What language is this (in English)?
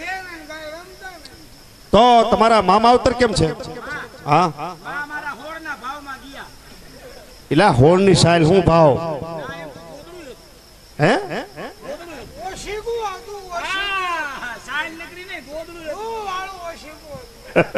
Gujarati